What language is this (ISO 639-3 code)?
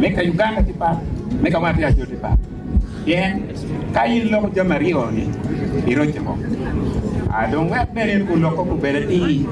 ach